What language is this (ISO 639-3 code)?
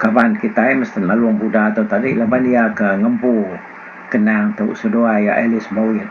iba